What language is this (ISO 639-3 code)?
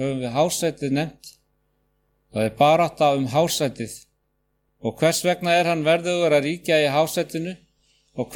isl